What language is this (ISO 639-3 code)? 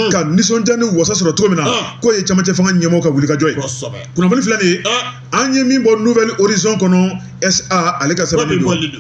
bam